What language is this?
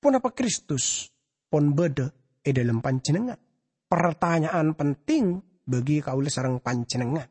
Madurese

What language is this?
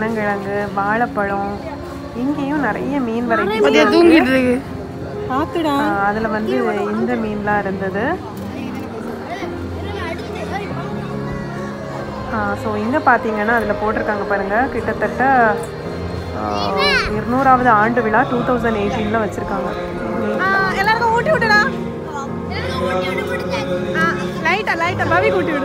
Tamil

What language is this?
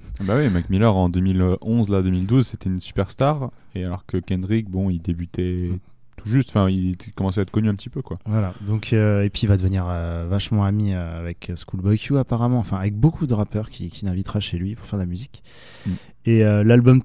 French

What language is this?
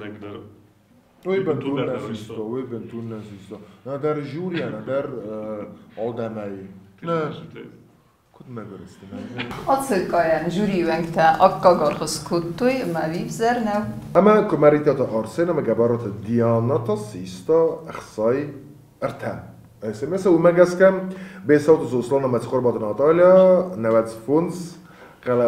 Ossetic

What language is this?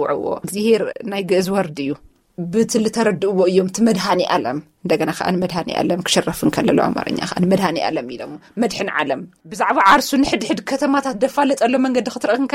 Tigrinya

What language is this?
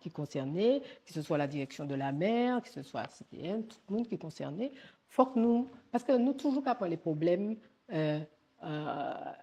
Guadeloupean Creole French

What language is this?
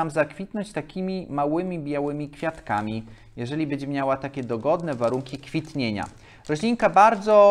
Polish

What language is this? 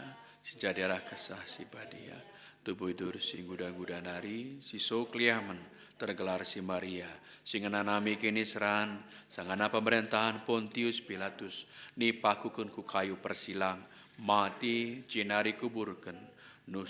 Batak Karo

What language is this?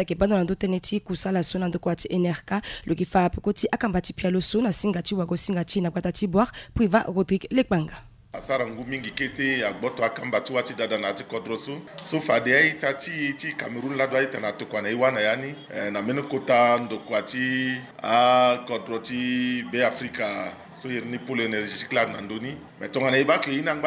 Sango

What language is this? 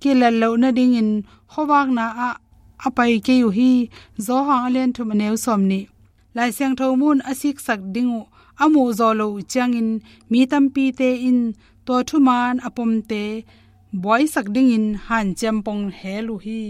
Tedim Chin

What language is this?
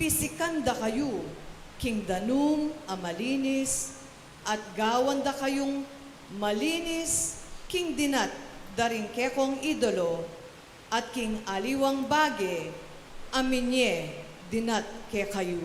Pampanga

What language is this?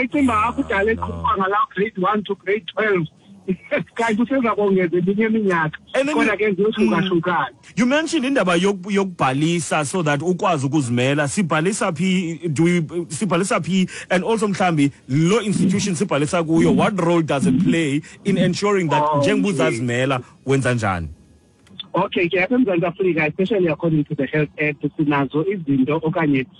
Xhosa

